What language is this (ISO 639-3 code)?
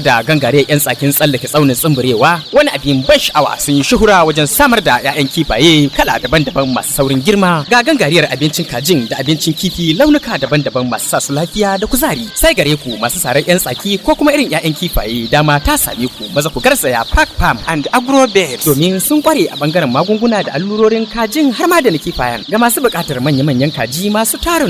hau